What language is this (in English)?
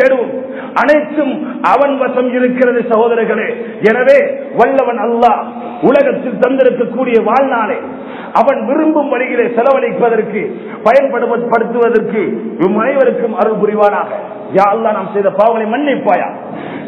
Tamil